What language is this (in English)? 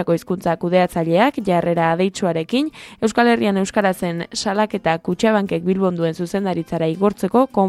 Basque